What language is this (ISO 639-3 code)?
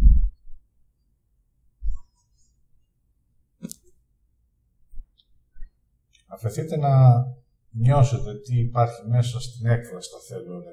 ell